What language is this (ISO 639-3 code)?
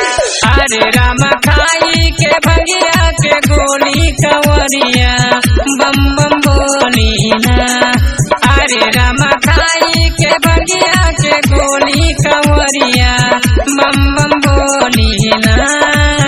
bho